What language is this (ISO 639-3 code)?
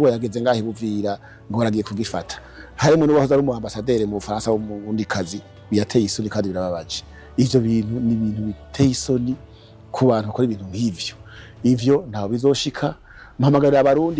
run